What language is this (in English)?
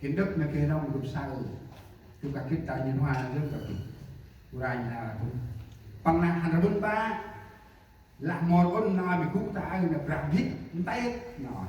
Central Mnong